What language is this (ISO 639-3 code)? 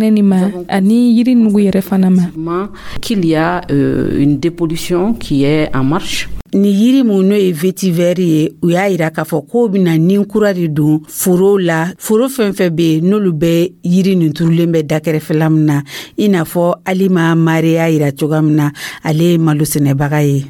dyu